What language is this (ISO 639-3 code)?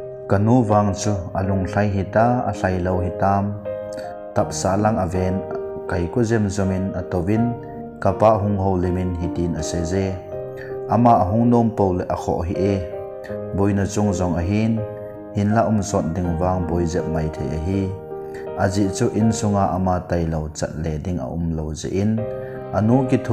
tcz